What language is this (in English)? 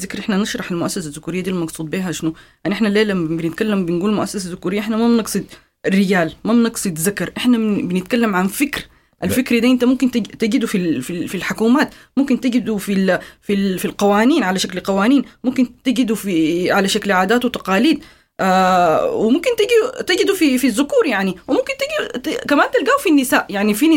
Sudanese Arabic